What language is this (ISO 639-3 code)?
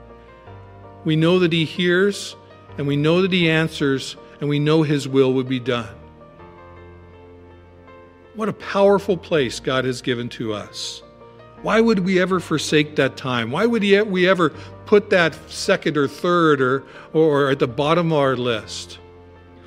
eng